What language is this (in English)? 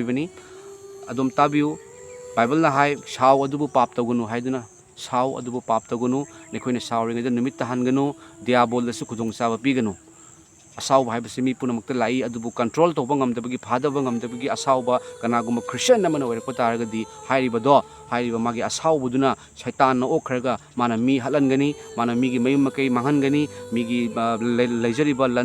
Manipuri